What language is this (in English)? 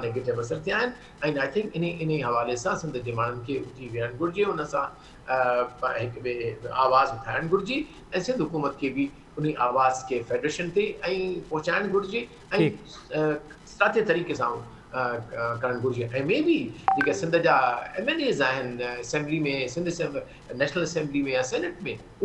Sindhi